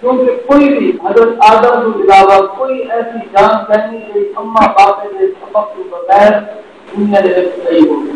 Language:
Saraiki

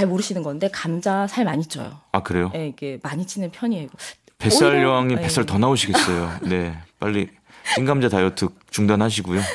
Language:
Korean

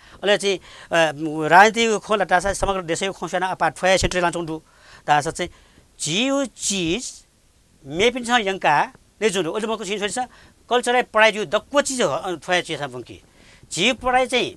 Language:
Newari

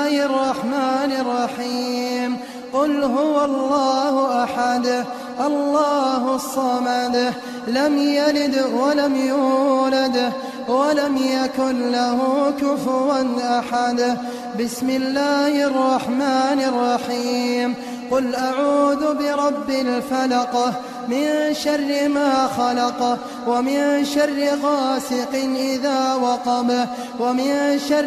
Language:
Arabic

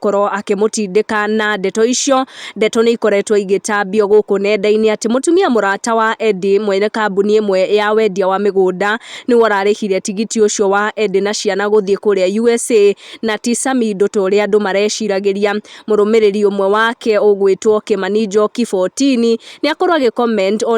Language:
Kikuyu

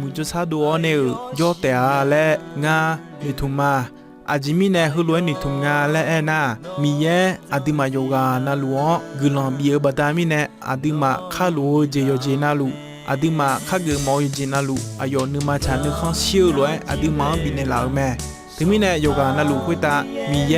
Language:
Akha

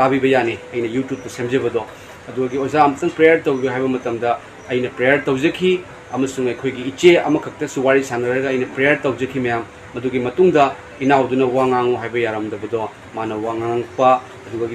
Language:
Manipuri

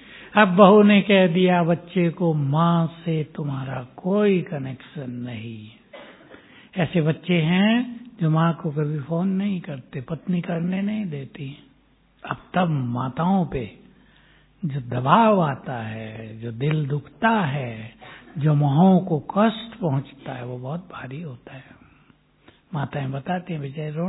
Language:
Hindi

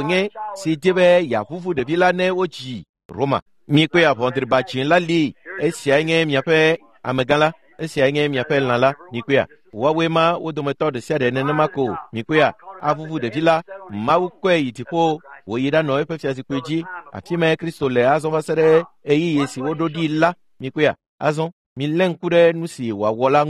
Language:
Ewe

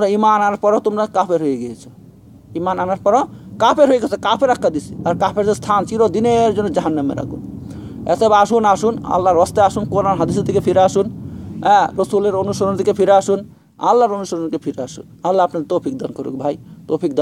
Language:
Bangla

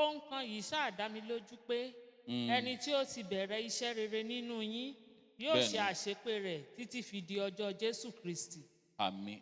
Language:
Yoruba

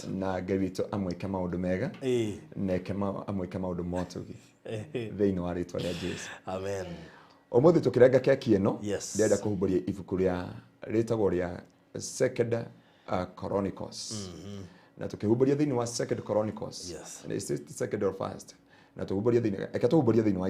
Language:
Kikuyu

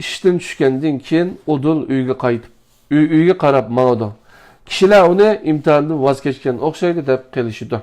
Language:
Uyghur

